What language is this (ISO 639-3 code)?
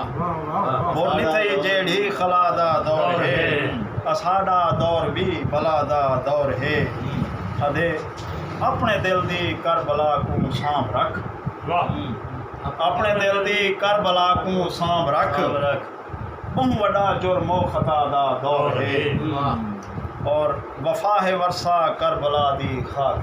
skr